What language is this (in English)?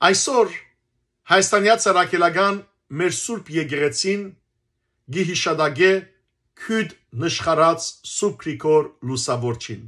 Western Armenian